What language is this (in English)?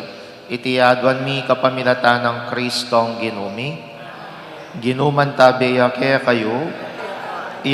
Pampanga